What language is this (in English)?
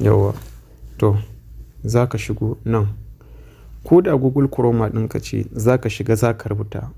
Hausa